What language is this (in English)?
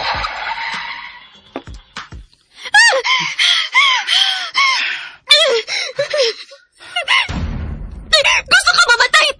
Cebuano